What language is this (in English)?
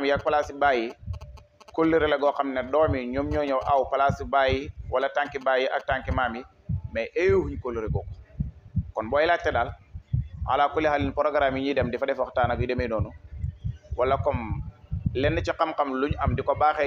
Wolof